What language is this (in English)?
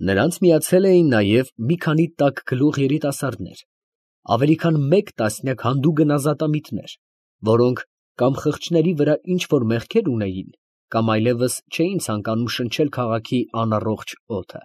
Armenian